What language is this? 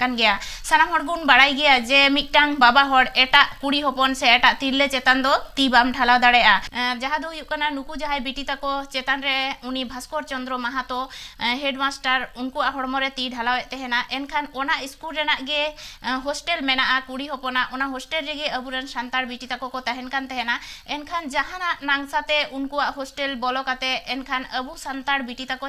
Santali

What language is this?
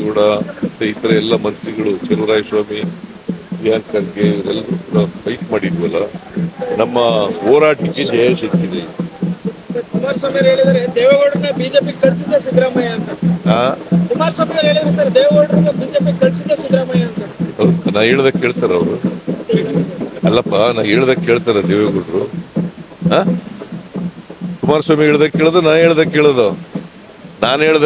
Kannada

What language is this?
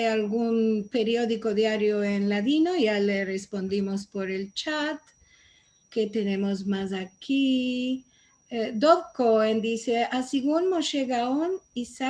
Ladino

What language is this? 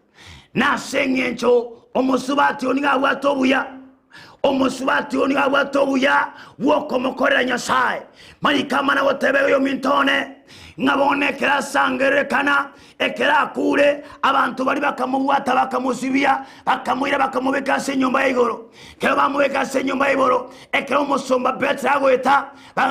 Gusii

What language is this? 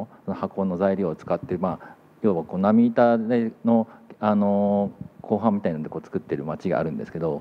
Japanese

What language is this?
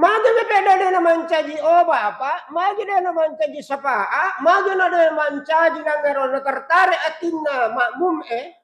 Buginese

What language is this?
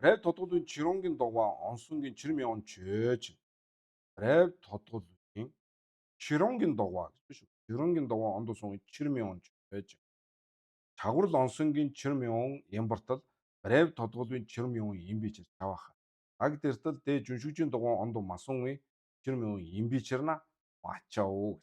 Mongolian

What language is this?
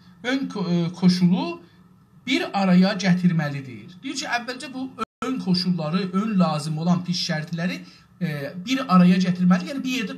South Azerbaijani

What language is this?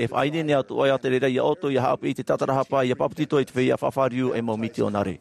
Tahitian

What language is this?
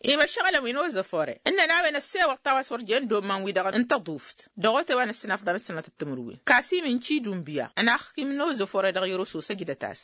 Tamasheq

